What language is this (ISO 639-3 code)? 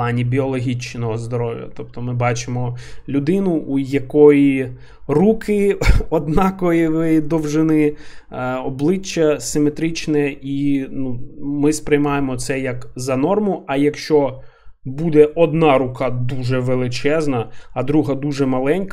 ukr